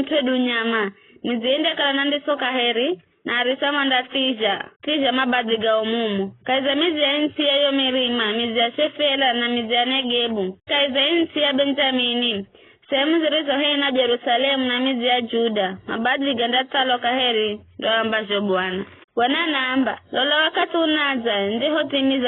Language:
Giryama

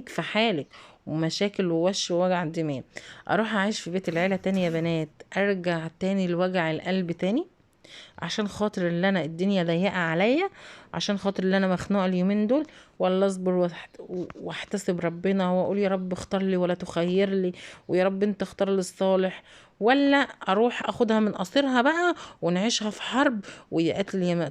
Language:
Egyptian Arabic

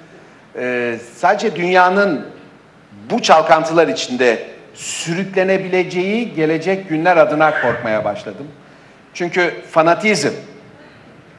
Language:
Turkish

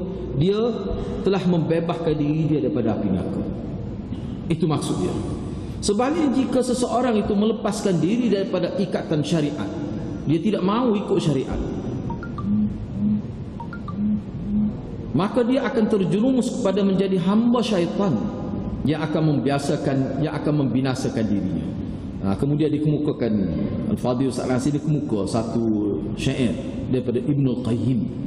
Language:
Malay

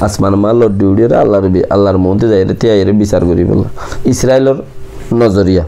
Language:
Rohingya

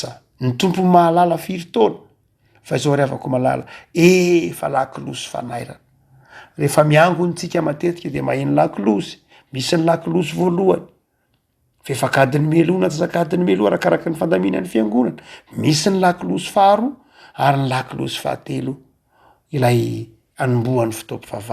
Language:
Malagasy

